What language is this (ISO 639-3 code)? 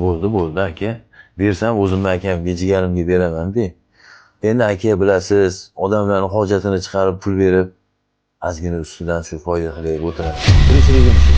uzb